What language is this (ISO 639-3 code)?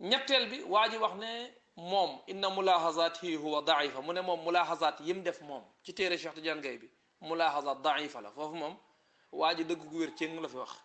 wol